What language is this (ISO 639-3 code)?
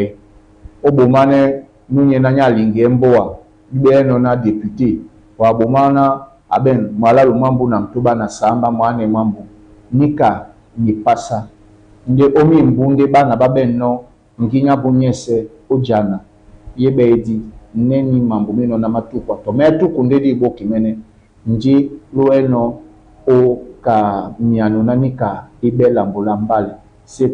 dua